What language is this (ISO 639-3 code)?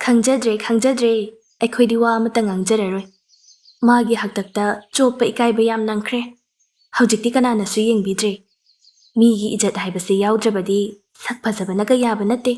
mni